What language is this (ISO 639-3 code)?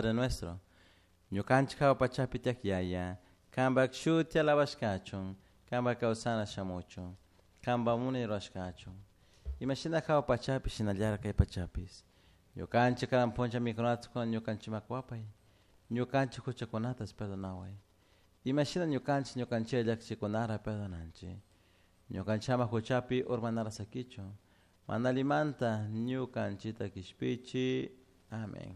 qug